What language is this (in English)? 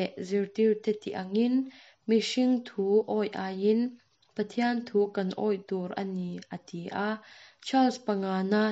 Mizo